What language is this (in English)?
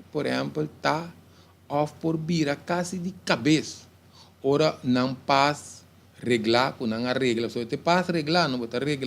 Papiamento